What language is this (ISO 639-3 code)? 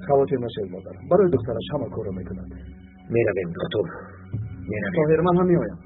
tgk